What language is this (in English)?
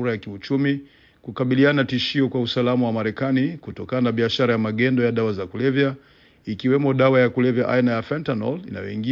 Swahili